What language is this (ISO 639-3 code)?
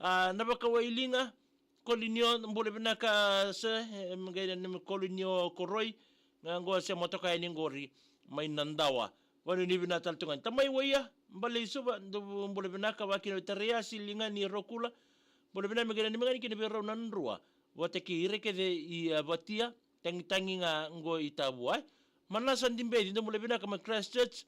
fij